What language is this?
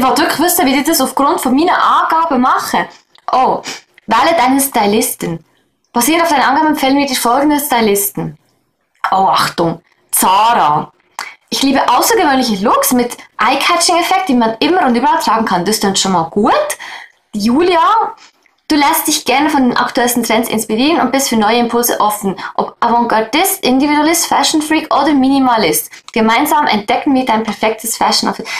Swiss German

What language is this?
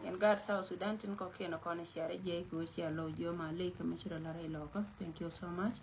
Nuer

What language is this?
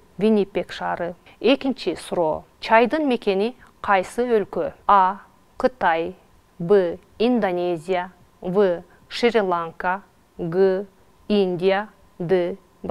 Kyrgyz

